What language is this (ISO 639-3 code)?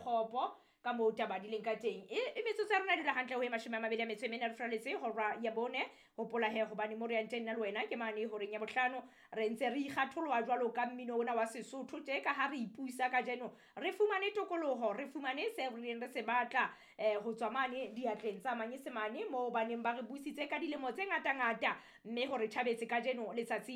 sot